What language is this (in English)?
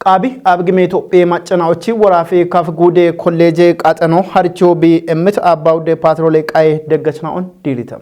Kafa